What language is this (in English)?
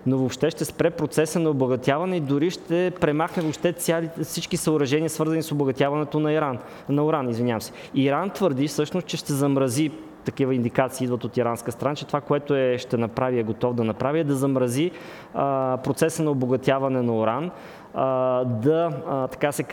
Bulgarian